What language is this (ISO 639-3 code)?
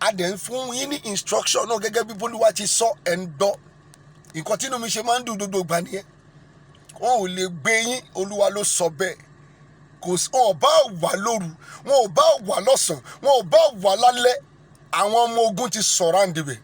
yor